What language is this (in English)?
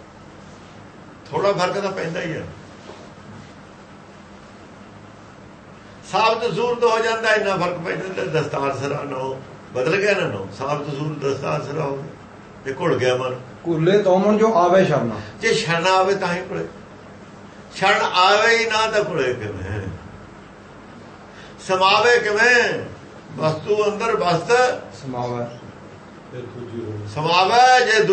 Punjabi